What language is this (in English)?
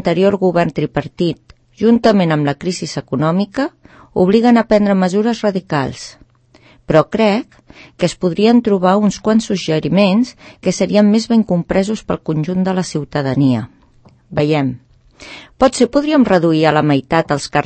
Catalan